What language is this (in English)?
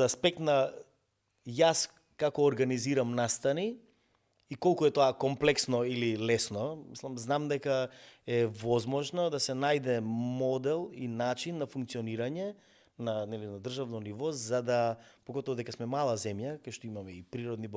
Macedonian